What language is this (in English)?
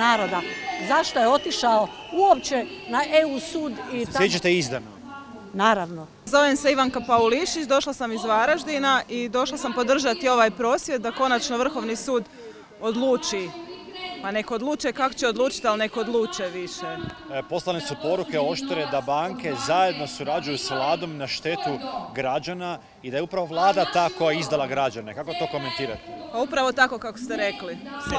Croatian